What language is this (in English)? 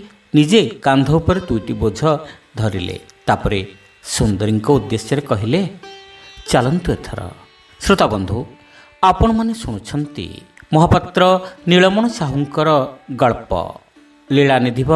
Odia